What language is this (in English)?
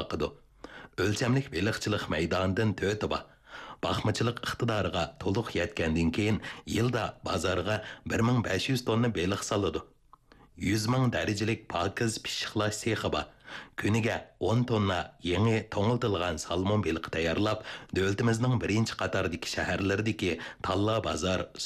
Uyghur